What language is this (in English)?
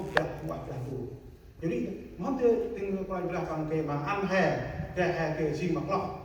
Central Mnong